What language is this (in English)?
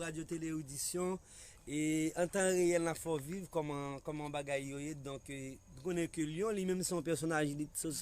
Haitian Creole